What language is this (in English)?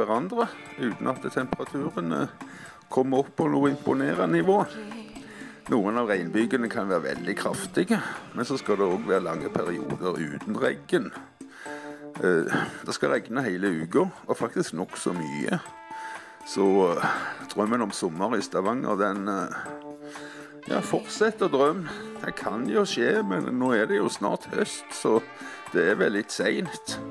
Norwegian